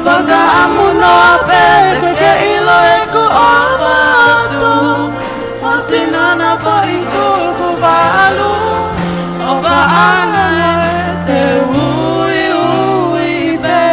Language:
Tongan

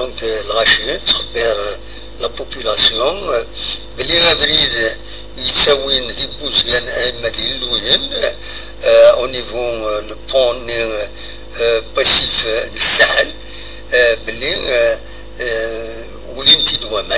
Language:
Kabyle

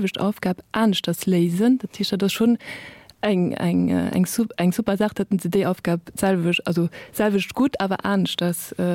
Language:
Luxembourgish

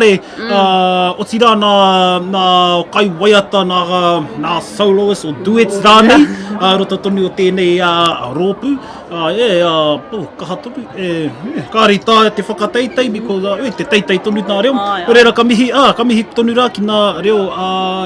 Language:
Māori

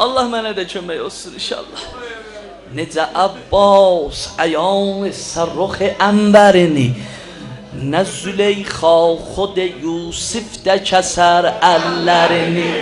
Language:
South Azerbaijani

